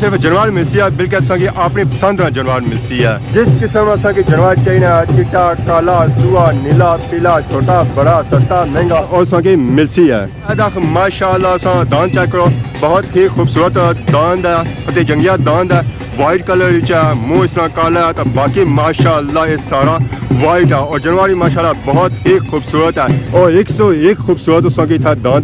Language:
Pahari-Potwari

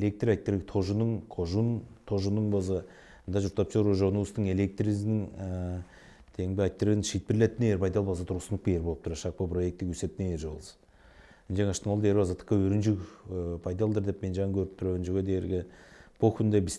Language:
Tuvinian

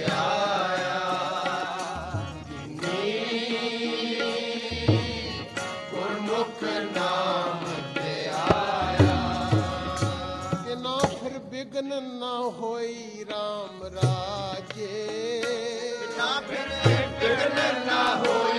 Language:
Punjabi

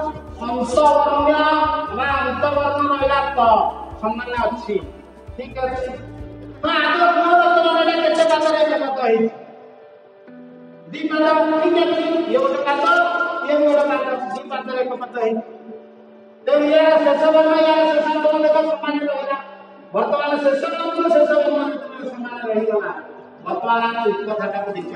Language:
Odia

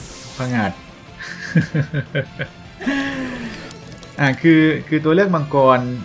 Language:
Thai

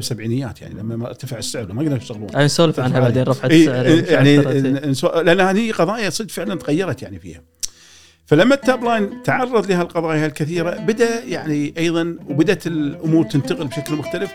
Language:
Gulf Arabic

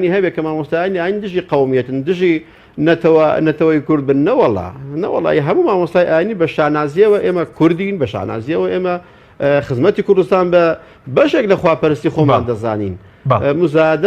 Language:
Central Kurdish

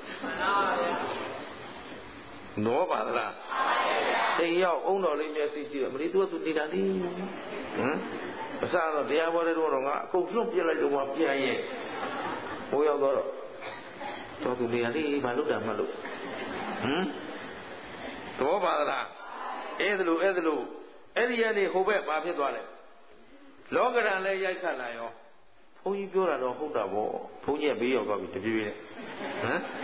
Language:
Burmese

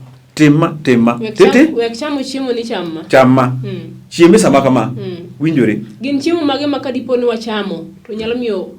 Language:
Luo (Kenya and Tanzania)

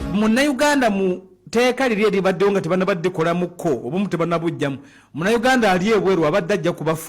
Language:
Ganda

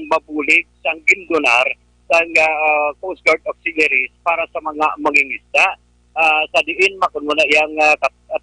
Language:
Hiligaynon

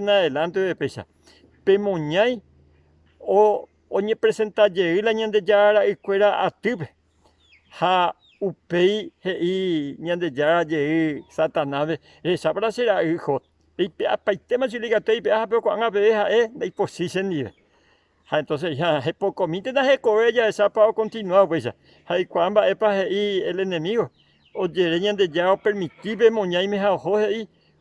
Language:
Guarani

